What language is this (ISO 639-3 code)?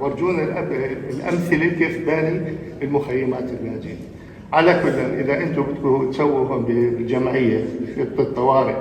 apc